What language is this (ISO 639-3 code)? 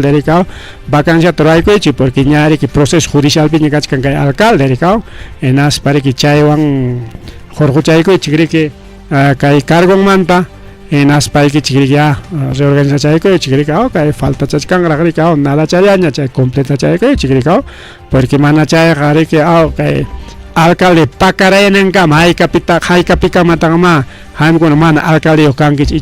quy